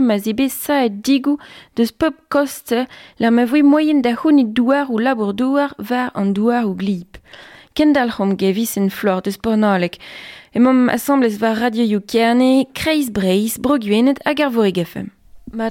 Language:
Breton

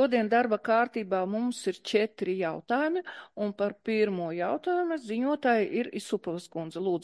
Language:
Latvian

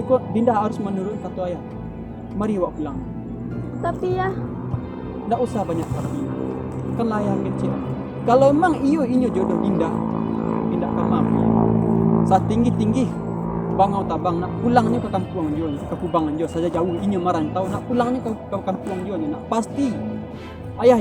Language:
Minangkabau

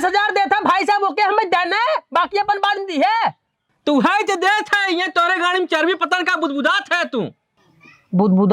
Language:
Awadhi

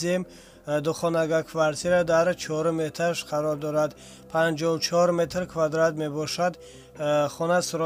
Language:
Tajik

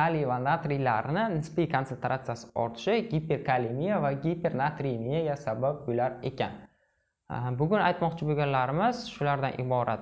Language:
Uzbek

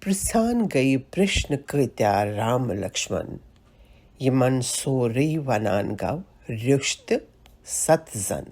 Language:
Kashmiri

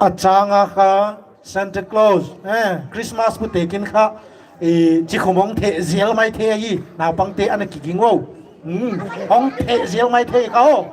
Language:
Paite Chin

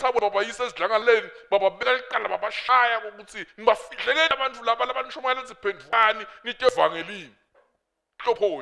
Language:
Swati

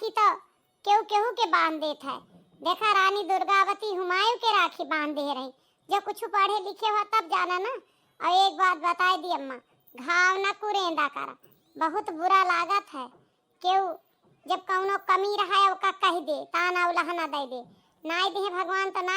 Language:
Awadhi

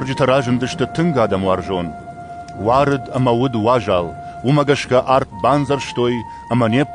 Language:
Ossetic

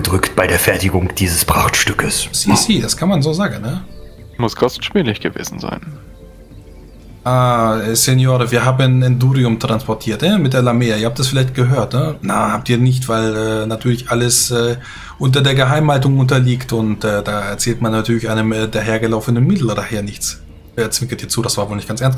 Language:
German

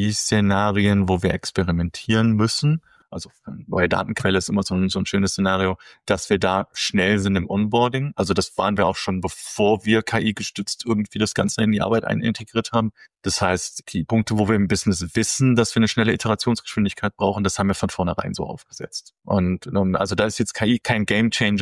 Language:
German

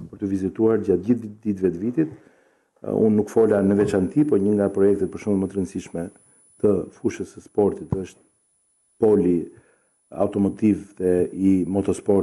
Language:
Albanian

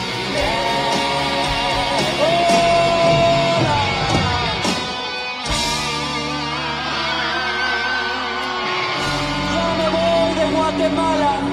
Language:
Spanish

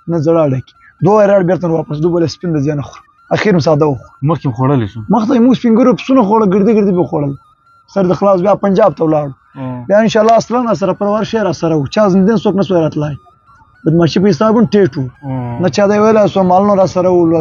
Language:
Pashto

